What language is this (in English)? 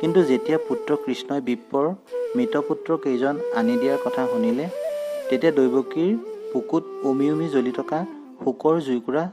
Assamese